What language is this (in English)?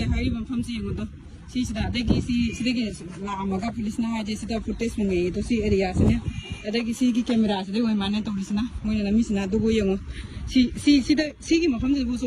Manipuri